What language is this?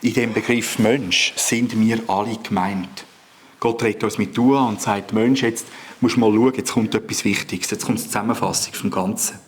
Swiss German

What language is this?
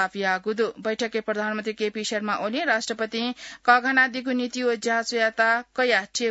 Newari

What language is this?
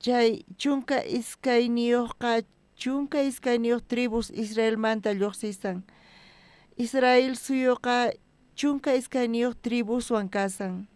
South Bolivian Quechua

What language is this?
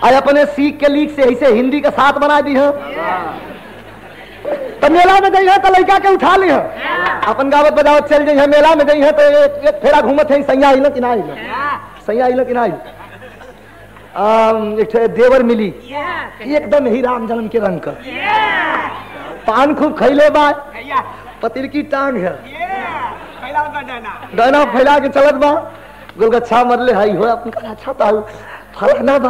Bhojpuri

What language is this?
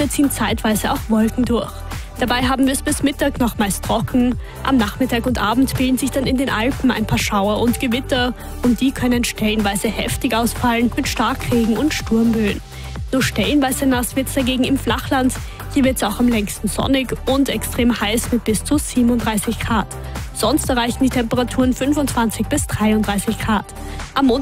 German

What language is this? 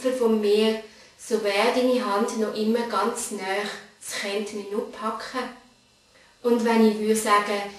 Swiss German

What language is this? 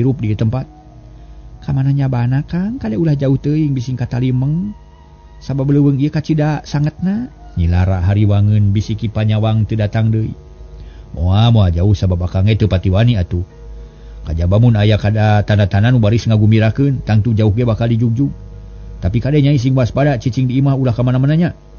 Sundanese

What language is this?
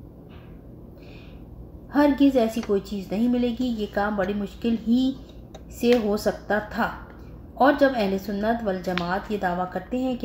Urdu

